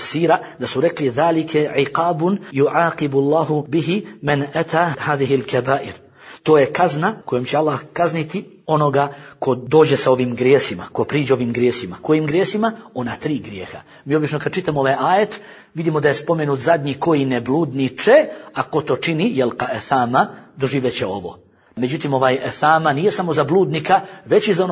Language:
Bosnian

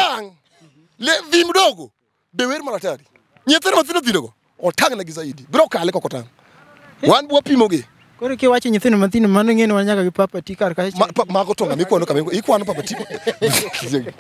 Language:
Luo (Kenya and Tanzania)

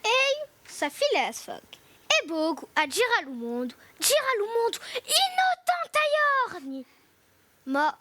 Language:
Corsican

